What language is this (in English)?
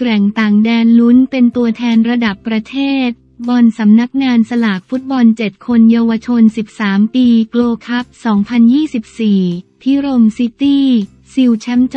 Thai